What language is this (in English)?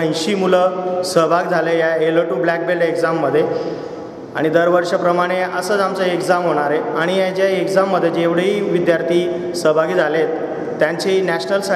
Marathi